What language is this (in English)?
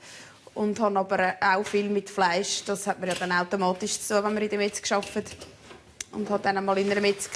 Swiss German